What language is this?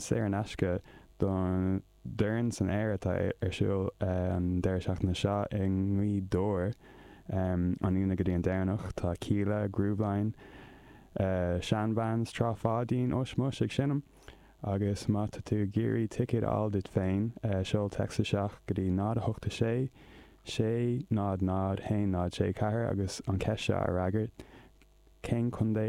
Irish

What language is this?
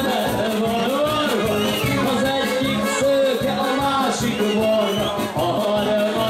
Hungarian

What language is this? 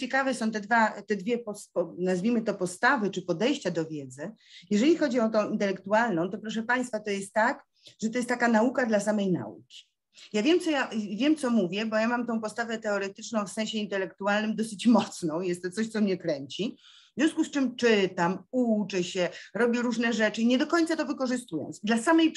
Polish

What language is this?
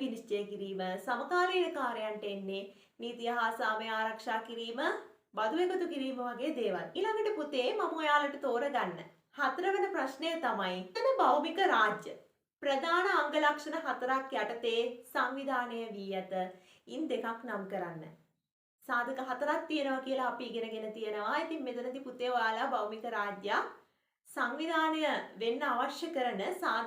Sinhala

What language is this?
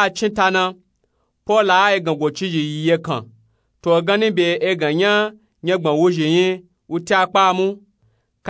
Nupe-Nupe-Tako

